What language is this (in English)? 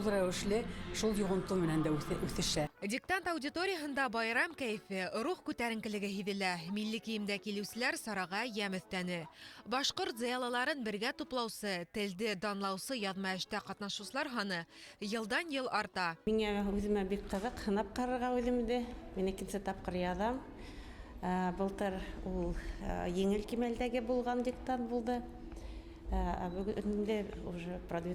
Bashkir